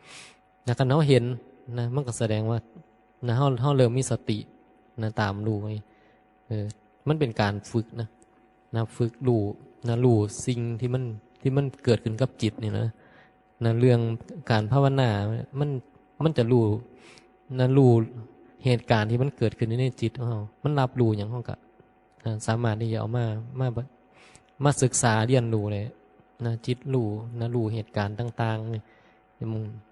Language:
Northeastern Thai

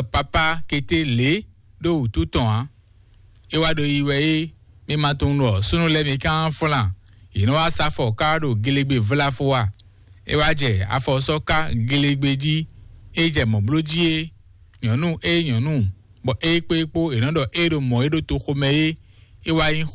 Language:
Fon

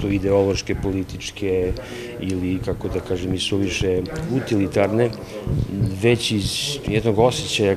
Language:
Serbian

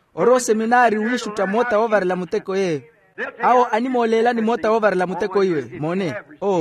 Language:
Makhuwa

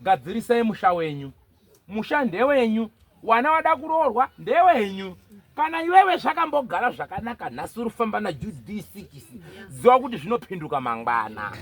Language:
Shona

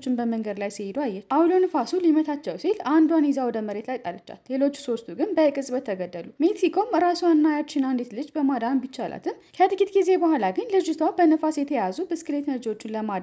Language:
Amharic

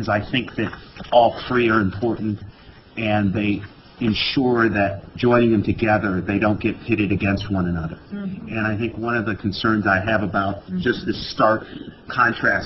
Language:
English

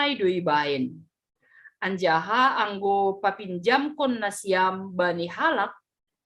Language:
Batak Simalungun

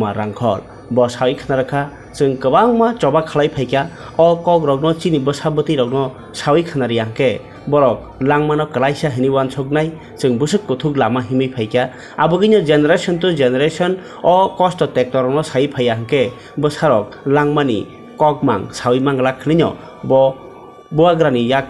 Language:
Kok Borok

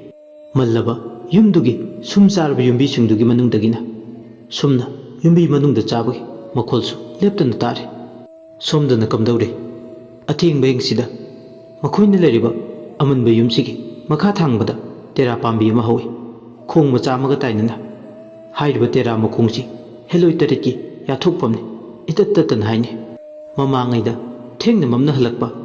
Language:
Manipuri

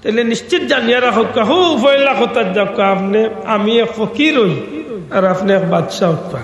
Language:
Sylheti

